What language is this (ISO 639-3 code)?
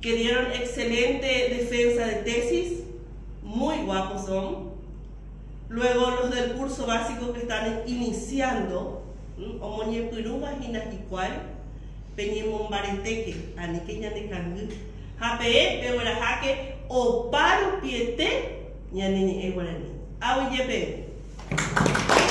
grn